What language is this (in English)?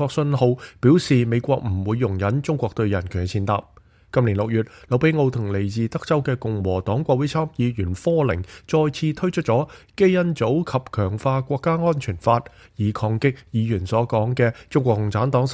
Cantonese